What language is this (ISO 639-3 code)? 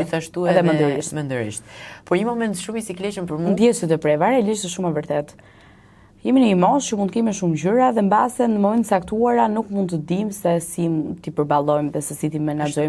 sqi